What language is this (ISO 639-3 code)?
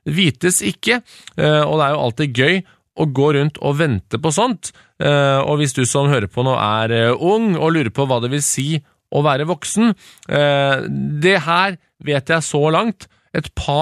nor